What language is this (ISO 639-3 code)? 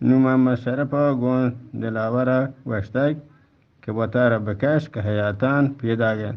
bgp